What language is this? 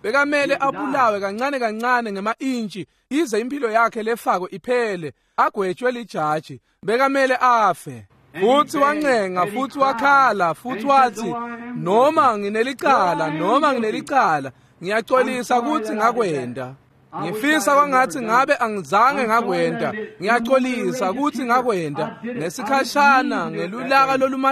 Swati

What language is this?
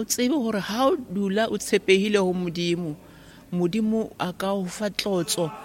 Southern Sotho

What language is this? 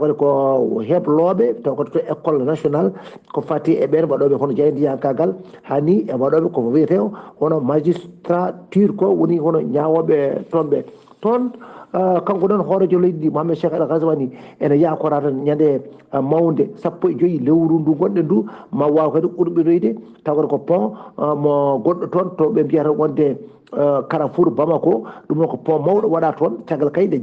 Fula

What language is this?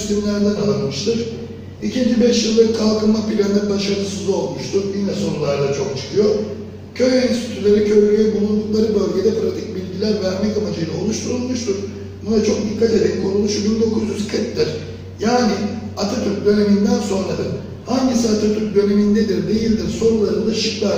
Turkish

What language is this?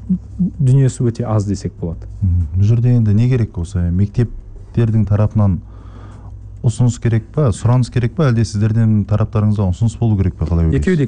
Kazakh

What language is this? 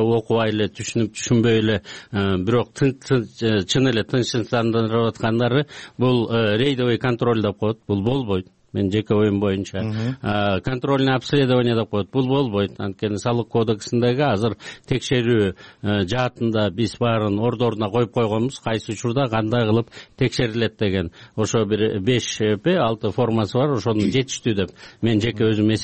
Kyrgyz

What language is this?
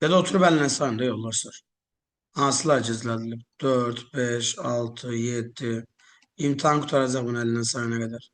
Azerbaijani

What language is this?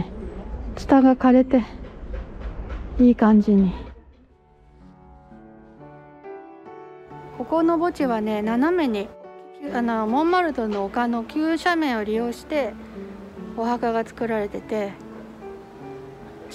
Japanese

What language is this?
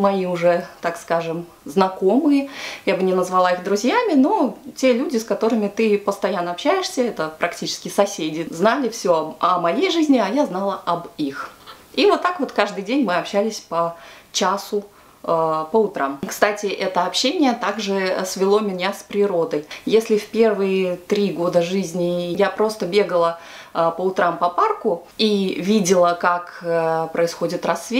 Russian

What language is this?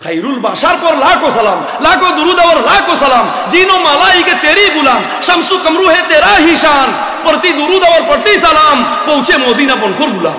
Sylheti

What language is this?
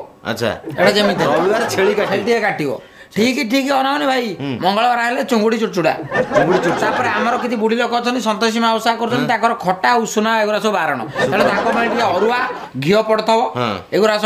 Odia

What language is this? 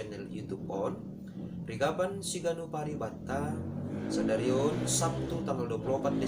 Batak Simalungun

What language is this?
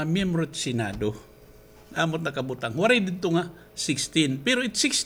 Waray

